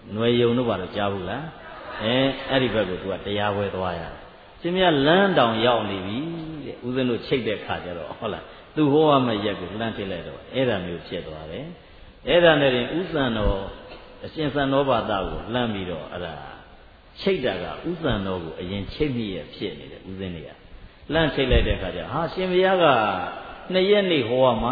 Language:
Burmese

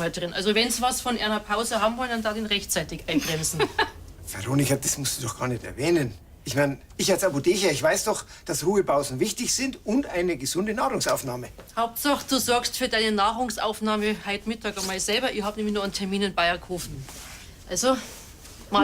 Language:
Bavarian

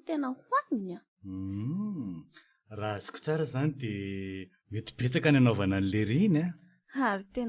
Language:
Malagasy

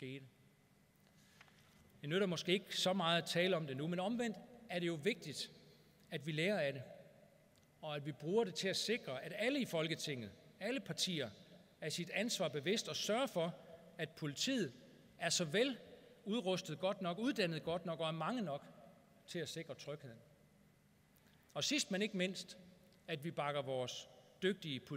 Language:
Danish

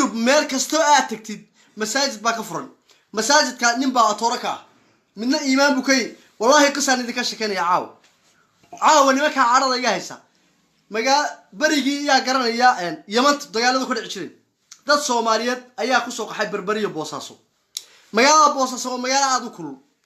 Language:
Somali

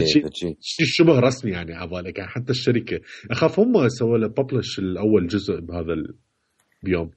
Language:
Mesopotamian Arabic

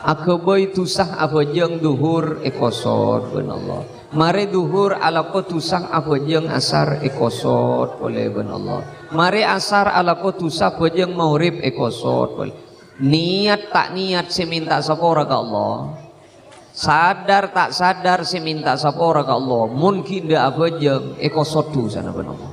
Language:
Madurese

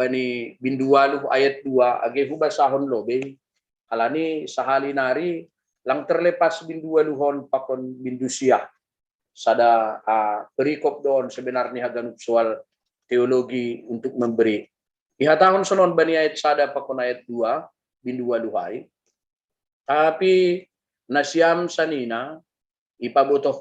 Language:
Batak Simalungun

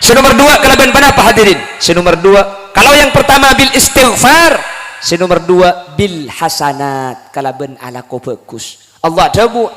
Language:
Madurese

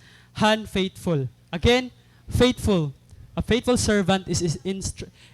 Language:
Waray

